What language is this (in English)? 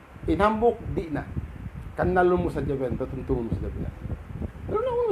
Tausug